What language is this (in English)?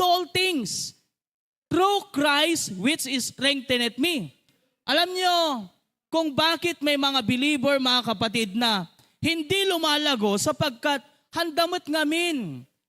Iloko